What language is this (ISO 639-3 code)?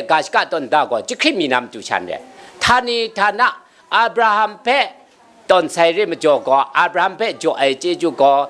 kac